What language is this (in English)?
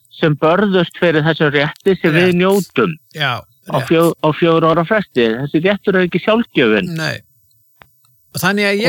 Icelandic